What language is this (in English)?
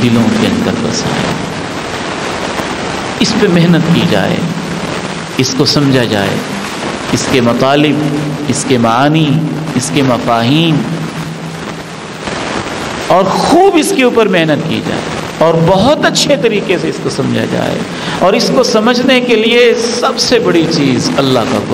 Urdu